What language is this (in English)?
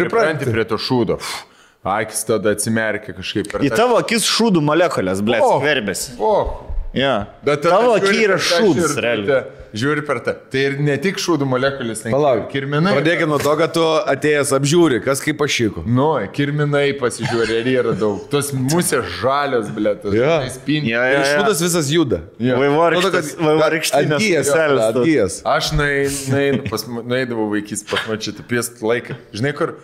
Lithuanian